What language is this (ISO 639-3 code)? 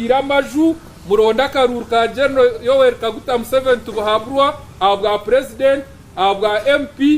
nyn